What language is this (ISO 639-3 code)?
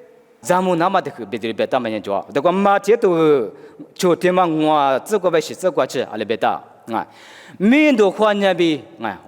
lis